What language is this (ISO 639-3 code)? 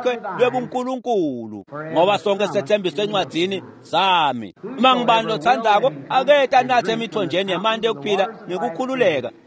ssw